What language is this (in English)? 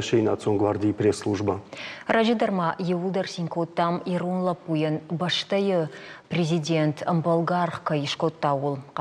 Ossetic